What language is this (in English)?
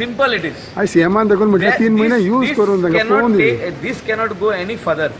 Konkani